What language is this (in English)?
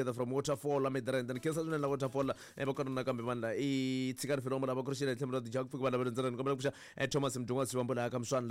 Tsonga